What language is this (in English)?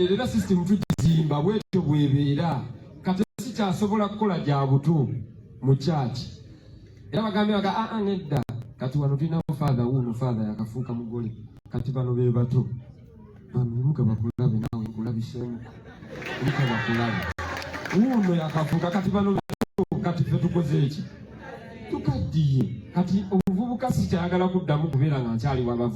Ganda